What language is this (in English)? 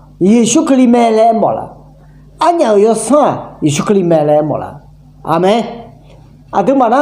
Akha